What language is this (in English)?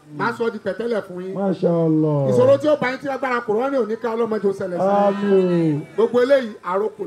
Yoruba